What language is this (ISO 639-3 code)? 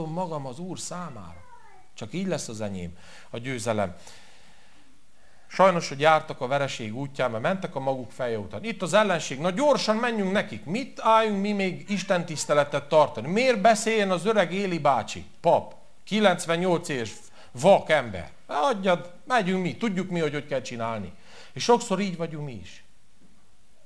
hun